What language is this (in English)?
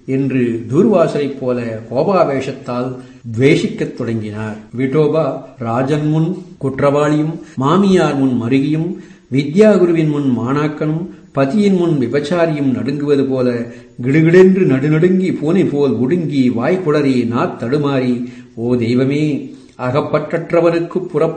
Tamil